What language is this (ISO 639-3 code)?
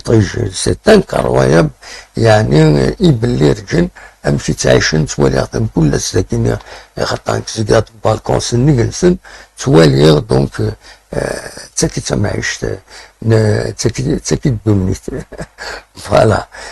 kab